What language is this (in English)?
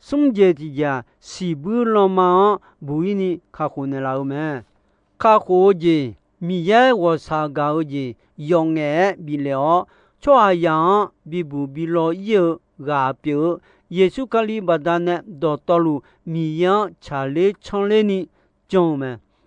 Akha